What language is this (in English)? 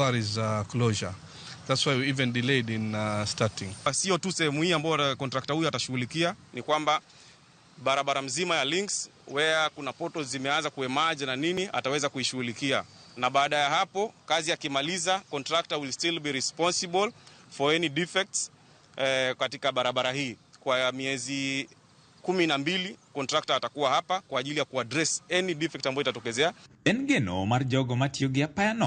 Luo (Kenya and Tanzania)